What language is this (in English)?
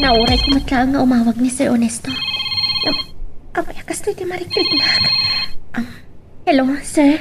Iloko